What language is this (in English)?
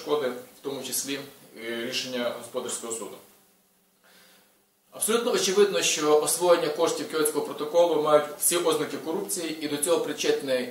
Ukrainian